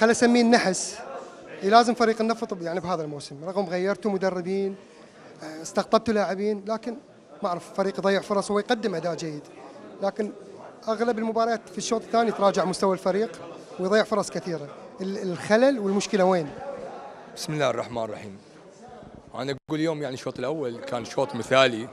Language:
Mesopotamian Arabic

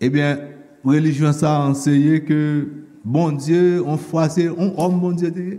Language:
Haitian Creole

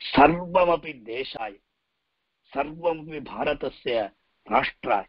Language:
Sanskrit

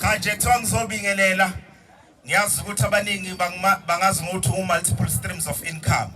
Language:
Zulu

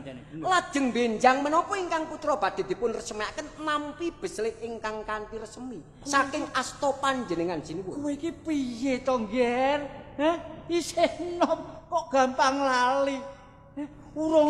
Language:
Javanese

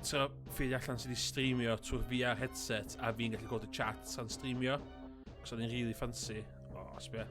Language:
Welsh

